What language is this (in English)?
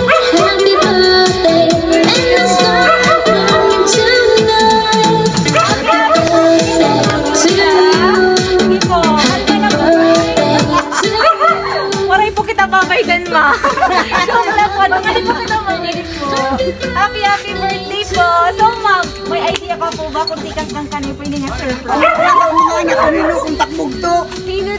Waray